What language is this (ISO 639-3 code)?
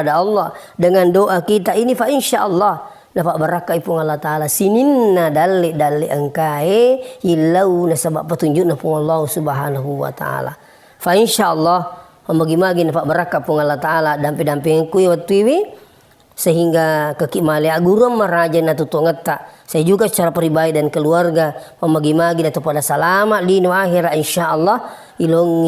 bug